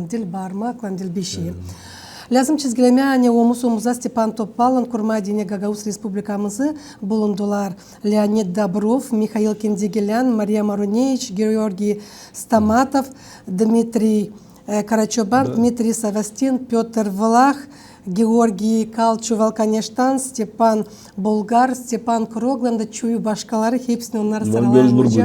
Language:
Gagauz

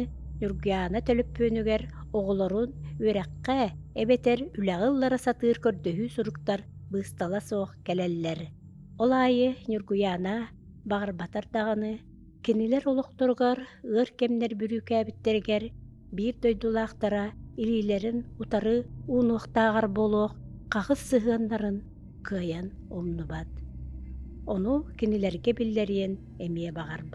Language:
Yakut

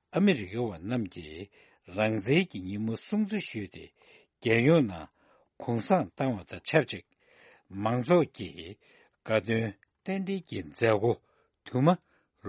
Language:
Tibetan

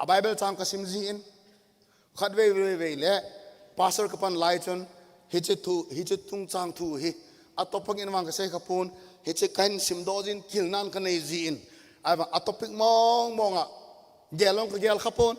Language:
Thado Chin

